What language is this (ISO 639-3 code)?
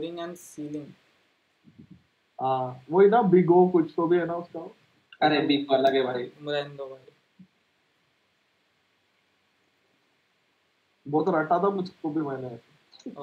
hin